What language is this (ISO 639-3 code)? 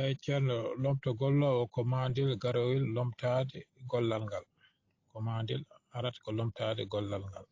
ful